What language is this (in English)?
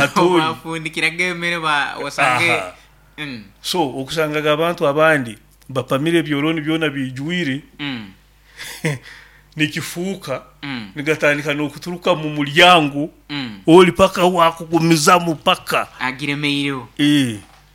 Nyoro